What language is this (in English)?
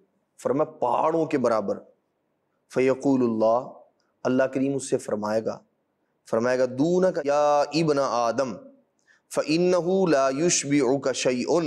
Urdu